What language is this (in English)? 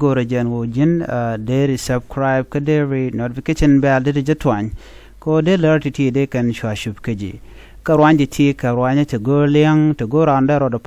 Nuer